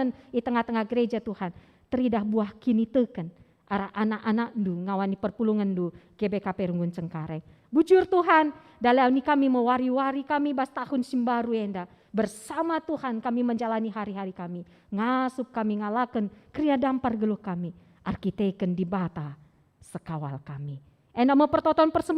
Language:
Batak Karo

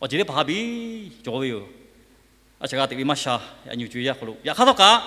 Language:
Lahu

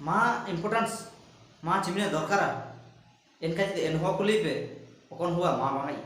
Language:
Ho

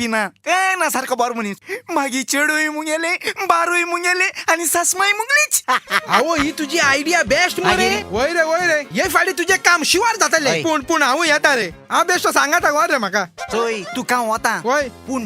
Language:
Konkani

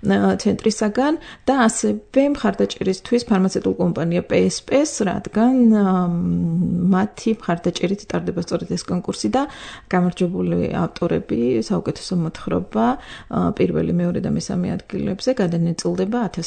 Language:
Georgian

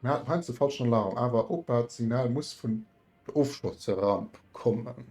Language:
Luxembourgish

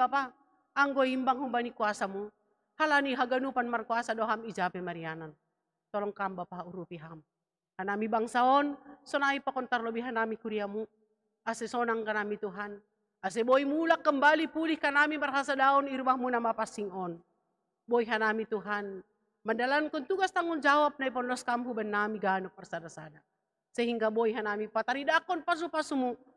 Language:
Batak Simalungun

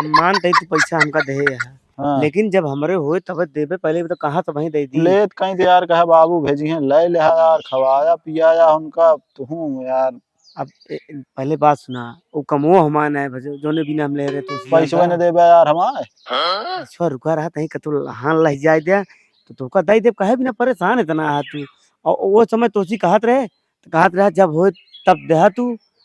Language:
Awadhi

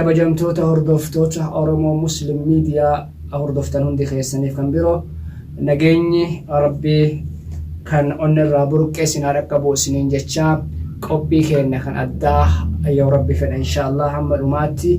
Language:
Oromo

